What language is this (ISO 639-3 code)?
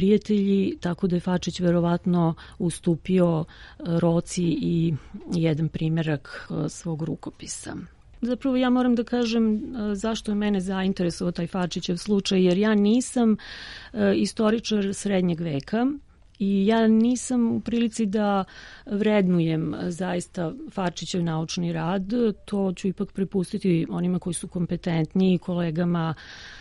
srp